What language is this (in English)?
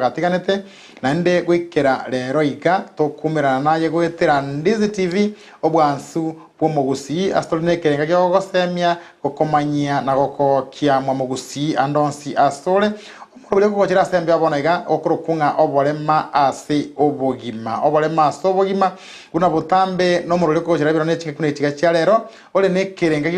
Gusii